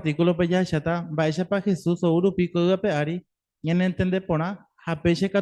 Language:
Guarani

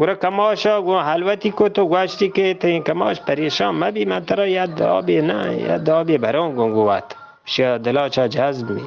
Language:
Eastern Balochi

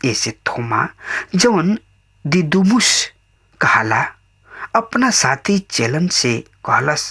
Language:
Bhojpuri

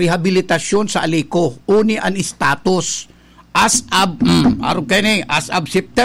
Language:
Bikol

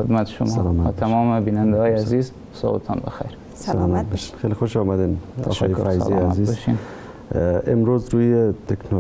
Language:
Persian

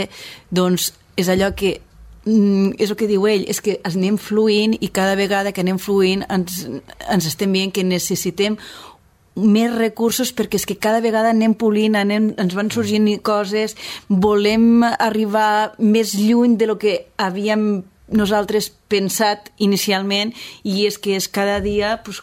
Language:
Catalan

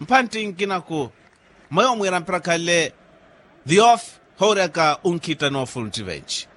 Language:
Makhuwa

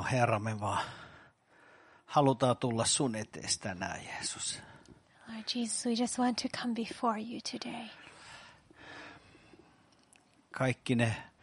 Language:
Finnish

